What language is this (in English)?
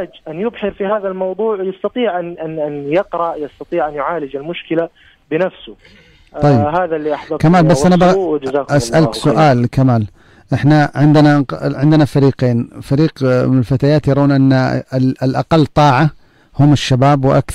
Najdi Arabic